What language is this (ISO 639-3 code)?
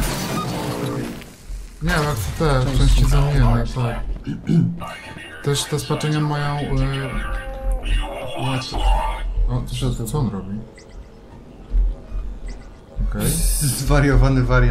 pol